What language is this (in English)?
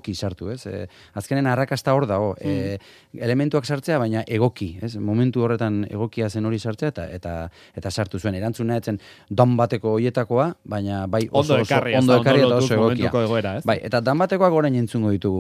Basque